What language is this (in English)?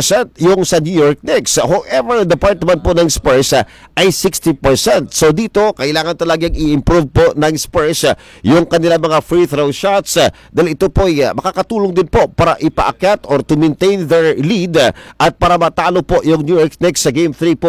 Filipino